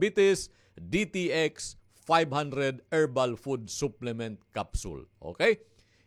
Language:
Waray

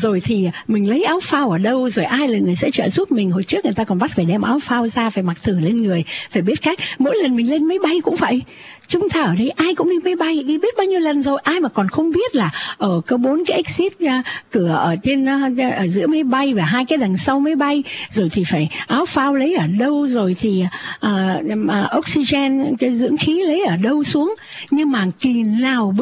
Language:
Vietnamese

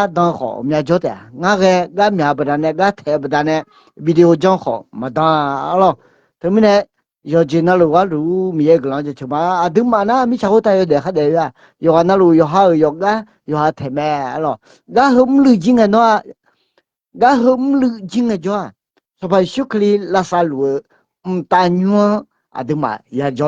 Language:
Akha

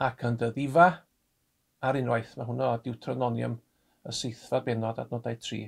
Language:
Welsh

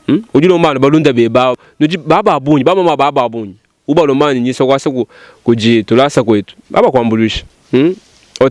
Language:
Luba-Lulua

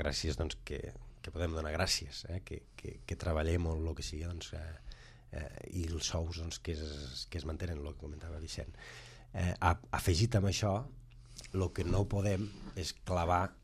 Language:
Catalan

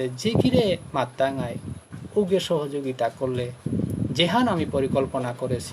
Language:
Bishnupriya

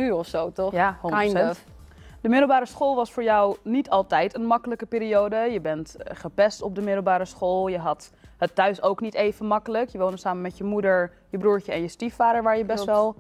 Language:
Dutch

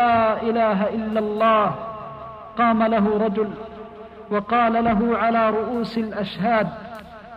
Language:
Arabic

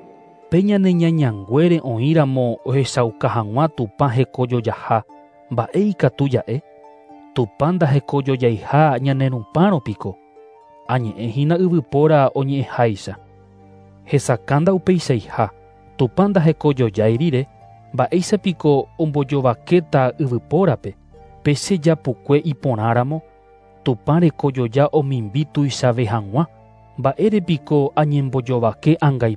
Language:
Guarani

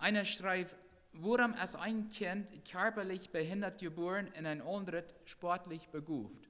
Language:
Plautdietsch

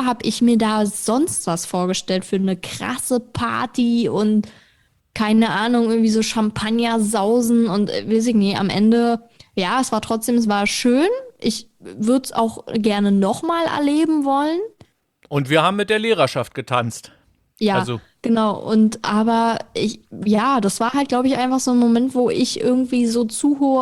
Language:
German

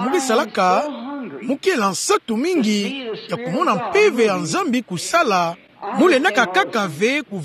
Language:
Kituba (Democratic Republic of Congo)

